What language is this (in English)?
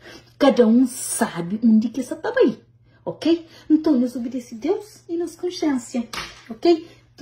Kabuverdianu